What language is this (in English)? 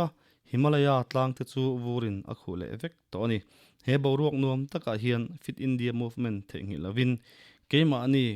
Mizo